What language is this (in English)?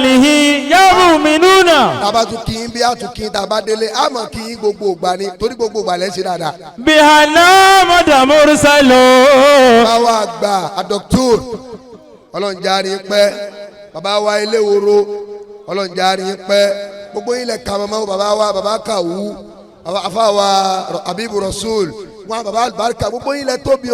Yoruba